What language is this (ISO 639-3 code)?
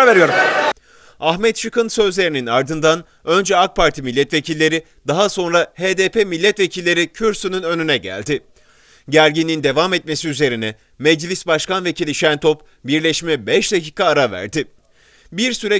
tur